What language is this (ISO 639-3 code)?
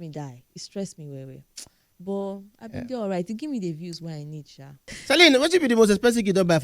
pcm